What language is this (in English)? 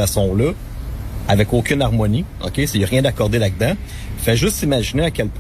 French